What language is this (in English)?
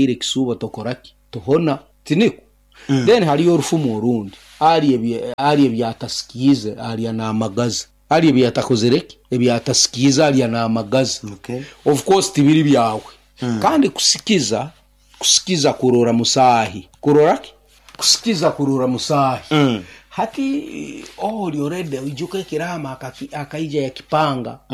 Nyoro